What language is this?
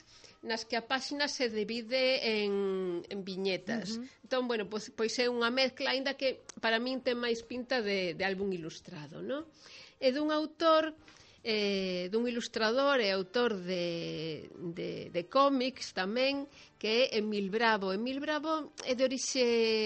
Galician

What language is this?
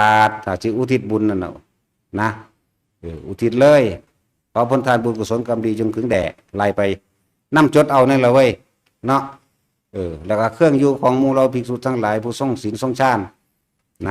Northeastern Thai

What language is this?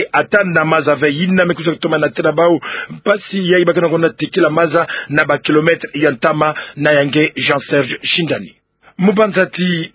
Kituba (Democratic Republic of Congo)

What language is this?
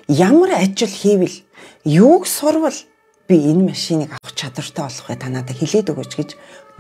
Mongolian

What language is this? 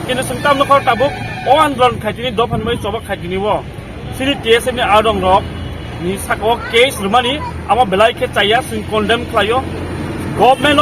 Kok Borok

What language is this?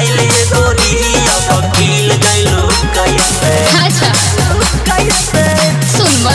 Bhojpuri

